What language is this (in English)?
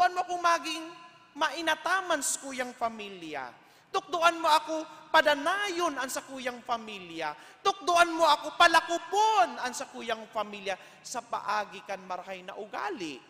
Bikol